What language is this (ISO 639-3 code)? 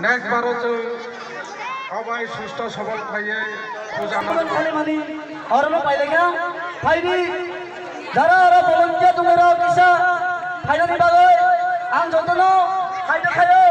trp